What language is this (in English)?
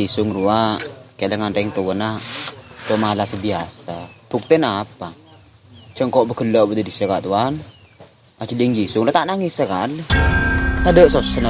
Madurese